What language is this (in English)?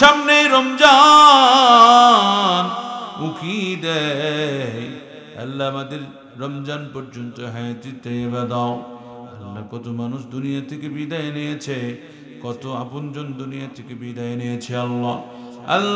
Bangla